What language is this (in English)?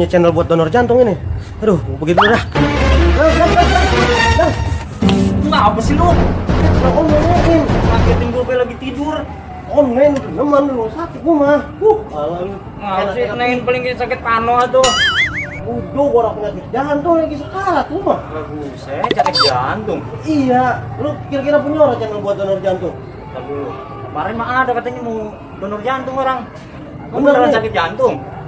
Betawi